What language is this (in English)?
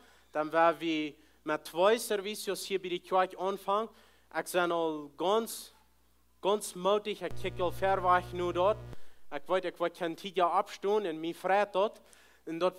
Plautdietsch